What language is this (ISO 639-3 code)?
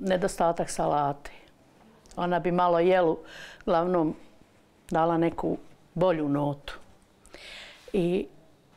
bos